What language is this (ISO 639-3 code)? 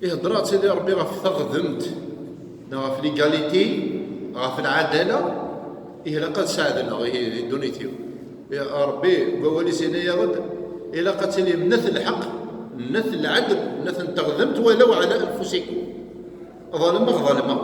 kab